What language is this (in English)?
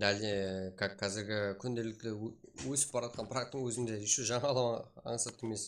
Kara-Kalpak